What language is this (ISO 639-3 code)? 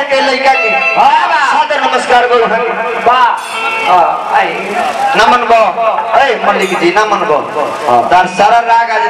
bho